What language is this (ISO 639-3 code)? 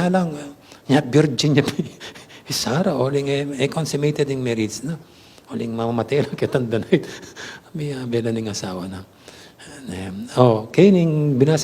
pam